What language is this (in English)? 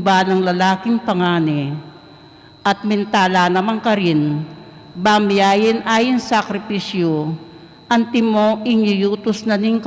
Pampanga